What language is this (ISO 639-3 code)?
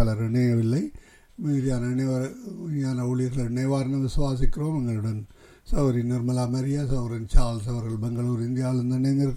tam